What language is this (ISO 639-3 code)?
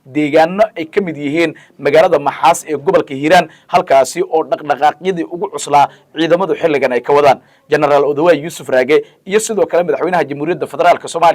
som